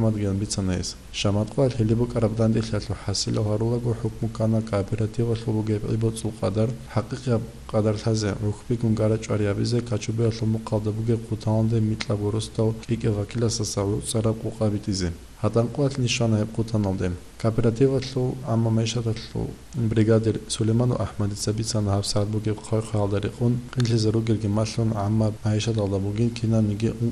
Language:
Avaric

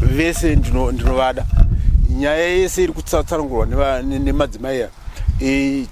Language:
Shona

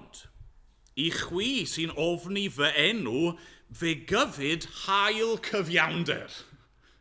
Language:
Welsh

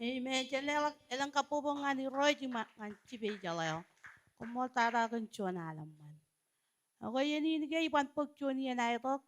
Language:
Marshallese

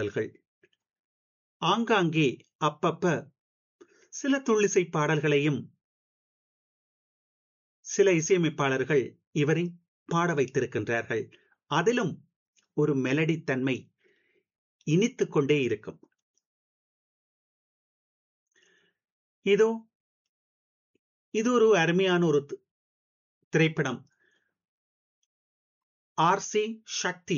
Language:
Tamil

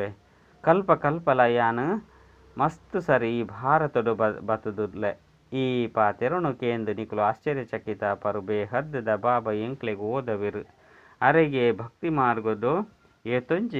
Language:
Tulu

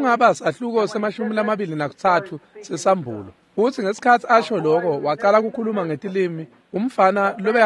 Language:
Swati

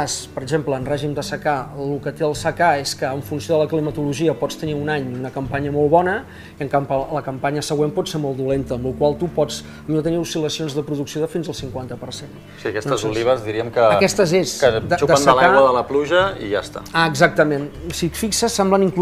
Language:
Catalan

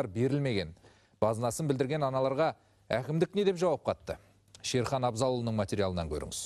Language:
Kazakh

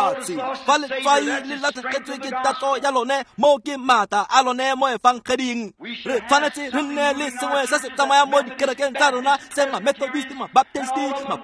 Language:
Tswana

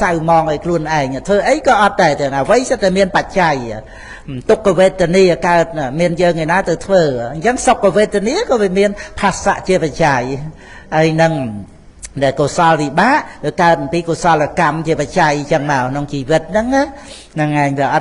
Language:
Khmer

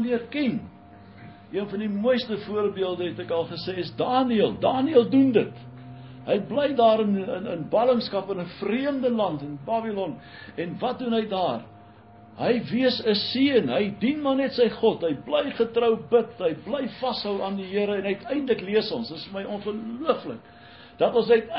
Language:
Afrikaans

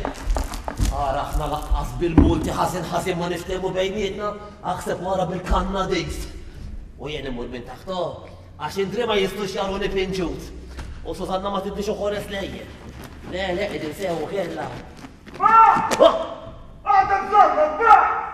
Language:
Maltese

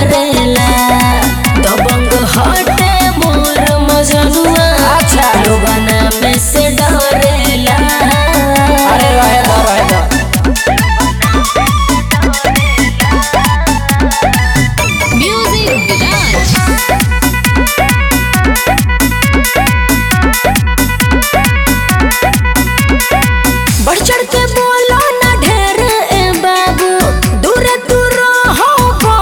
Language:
Bhojpuri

